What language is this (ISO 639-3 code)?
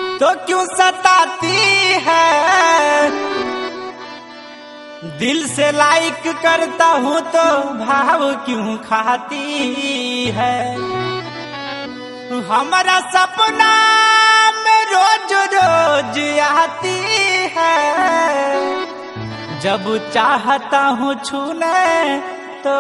bho